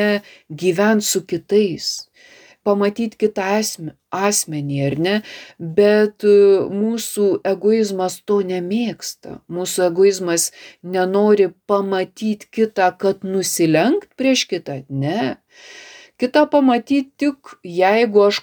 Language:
Lithuanian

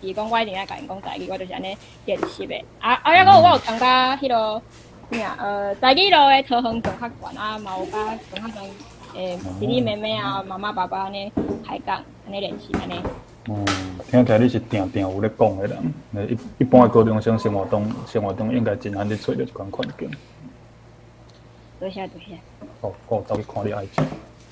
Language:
Min Nan Chinese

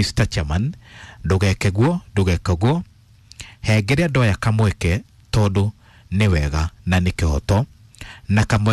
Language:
Kikuyu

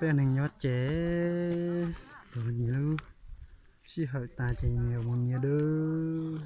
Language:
Hmong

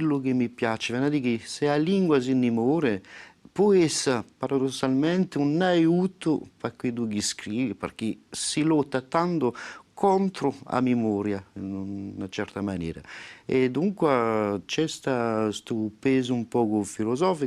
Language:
Corsican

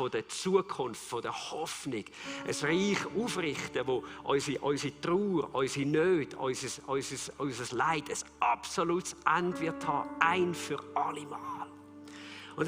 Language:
Swiss German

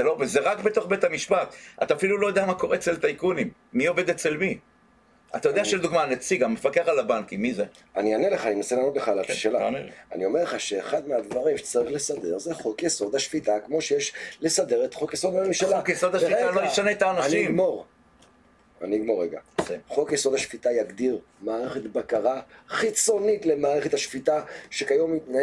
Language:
Hebrew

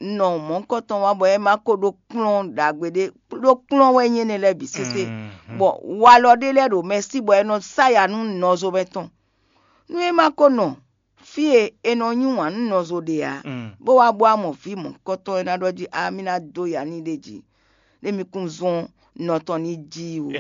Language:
Fon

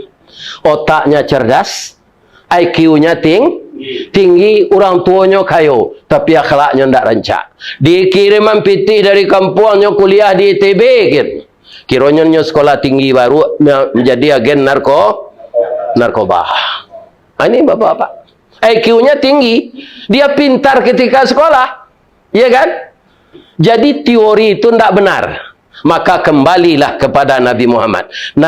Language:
Minangkabau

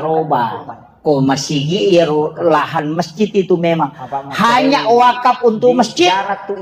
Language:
Buginese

